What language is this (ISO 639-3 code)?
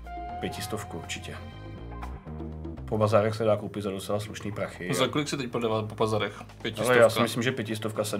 ces